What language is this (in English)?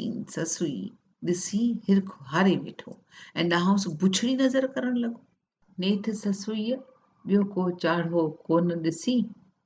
Sindhi